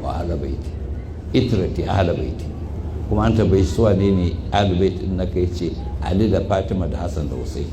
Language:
Hausa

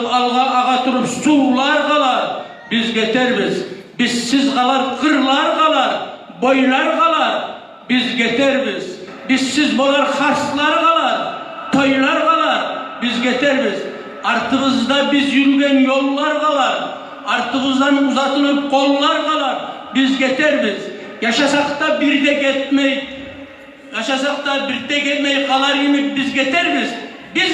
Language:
Kumyk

